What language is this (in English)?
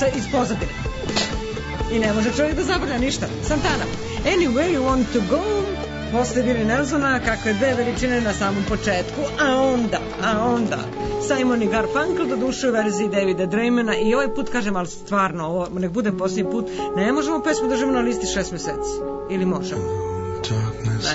Serbian